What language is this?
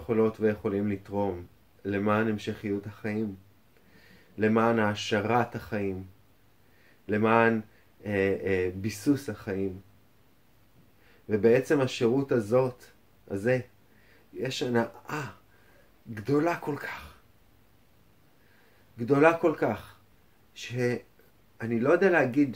Hebrew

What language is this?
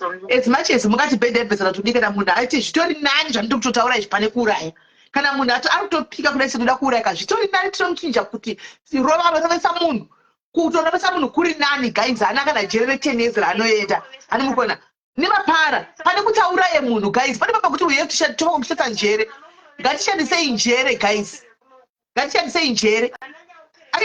Shona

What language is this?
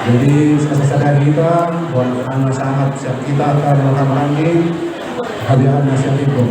Batak Toba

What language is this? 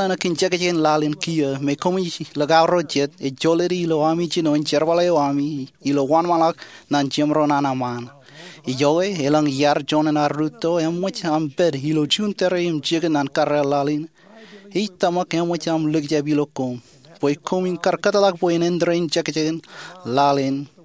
Marshallese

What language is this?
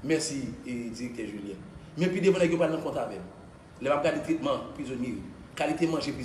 Haitian Creole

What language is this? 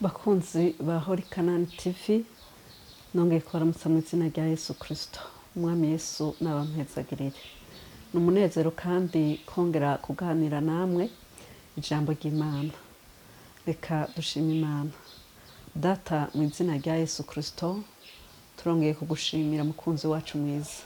Rundi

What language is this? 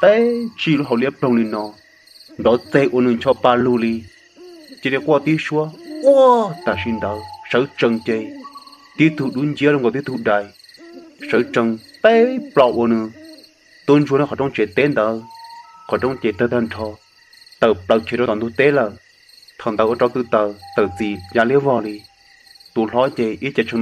Hmong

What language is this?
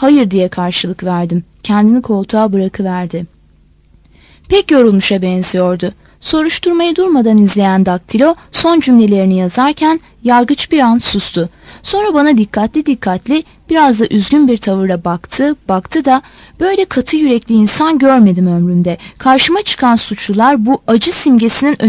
Turkish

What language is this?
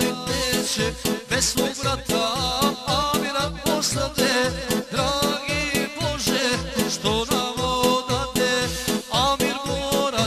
Bosnian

